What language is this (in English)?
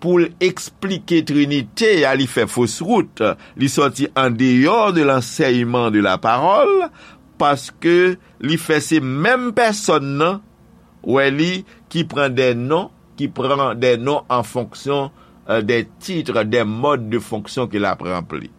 Haitian Creole